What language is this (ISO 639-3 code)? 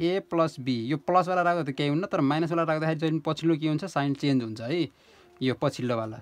nep